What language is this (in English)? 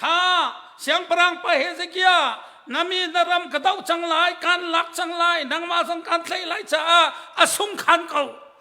Hakha Chin